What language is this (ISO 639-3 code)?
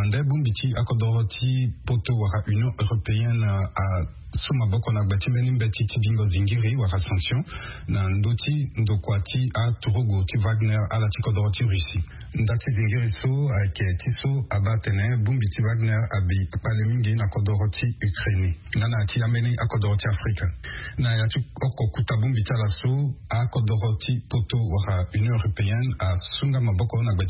sag